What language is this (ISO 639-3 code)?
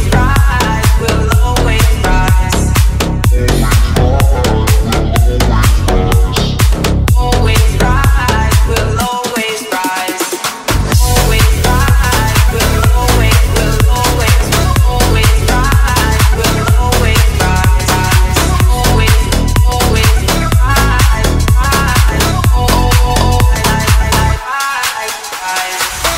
eng